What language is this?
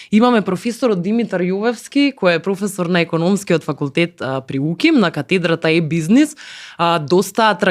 Macedonian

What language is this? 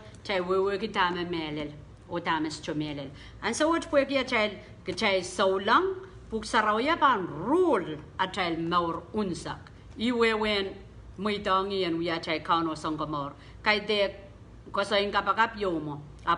Pohnpeian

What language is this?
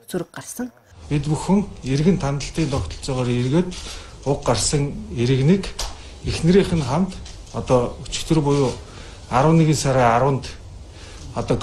Mongolian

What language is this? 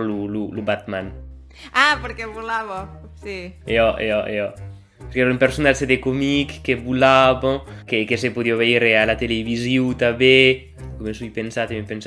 Occitan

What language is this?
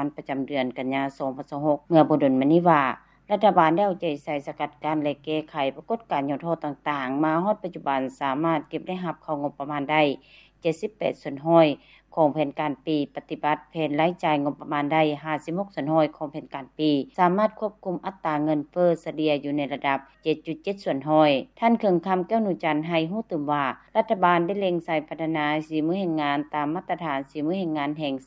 Lao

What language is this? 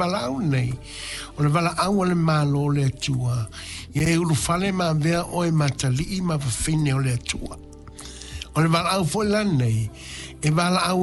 Samoan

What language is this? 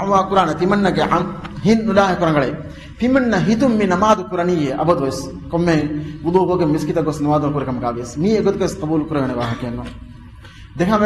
Divehi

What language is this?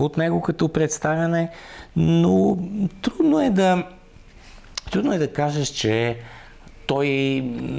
Bulgarian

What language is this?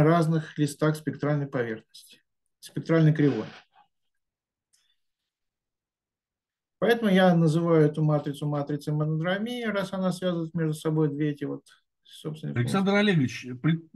Russian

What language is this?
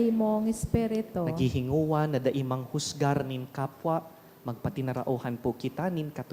Bikol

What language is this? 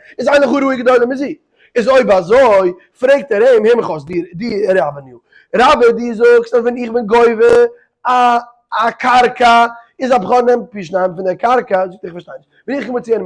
Yiddish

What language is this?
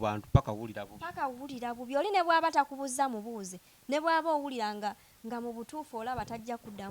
Ganda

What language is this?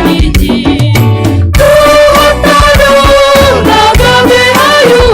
Batak Simalungun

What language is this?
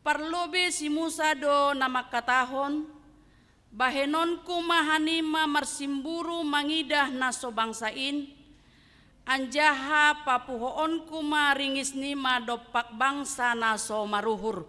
Batak Simalungun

